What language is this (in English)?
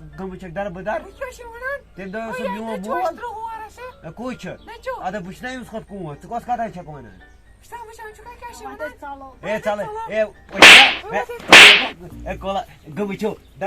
Kashmiri